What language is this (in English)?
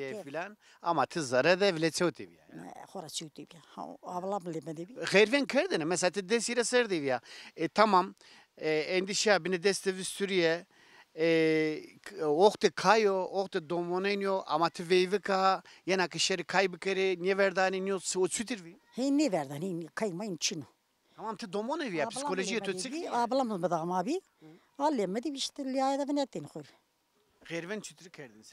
Zaza